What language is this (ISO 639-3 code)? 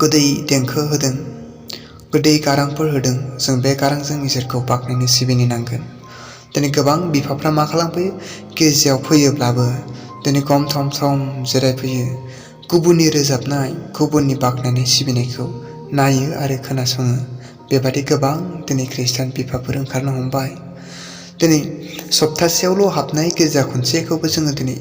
brx